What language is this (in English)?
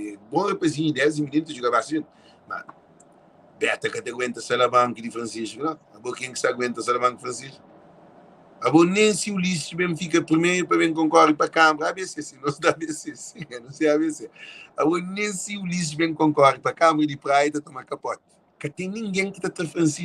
Kabuverdianu